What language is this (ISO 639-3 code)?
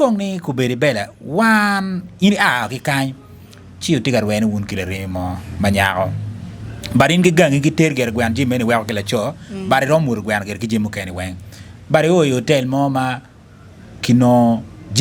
ach